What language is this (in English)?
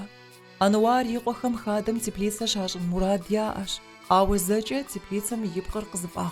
Kabardian